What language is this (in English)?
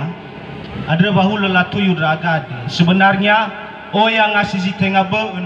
Nias